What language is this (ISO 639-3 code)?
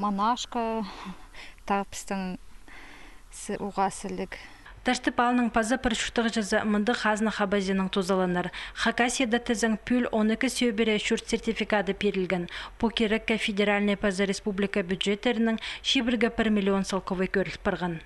kjh